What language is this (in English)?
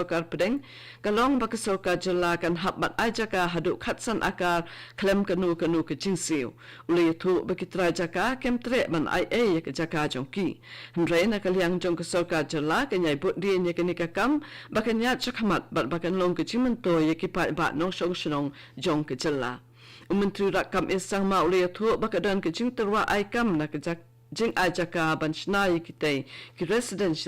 Khasi